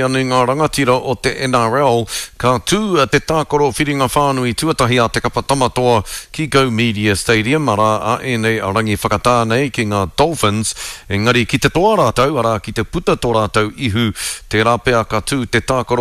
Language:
Māori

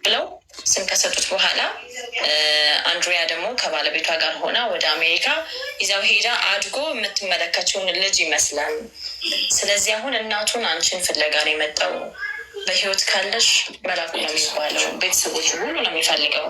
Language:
Amharic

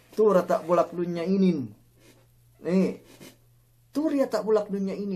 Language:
Yakan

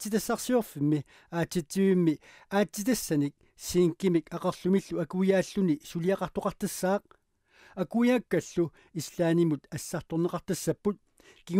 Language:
Kalaallisut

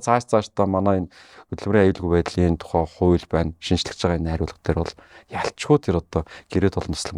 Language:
Mongolian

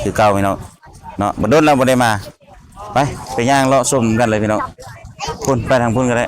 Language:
Lao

